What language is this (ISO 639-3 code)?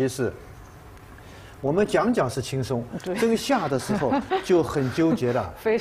zho